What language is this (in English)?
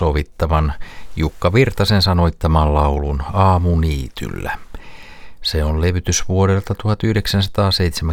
Finnish